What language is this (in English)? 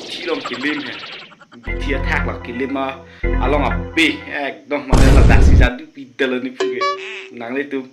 Karbi